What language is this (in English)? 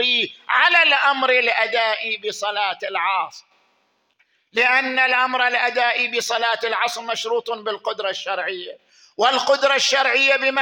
Arabic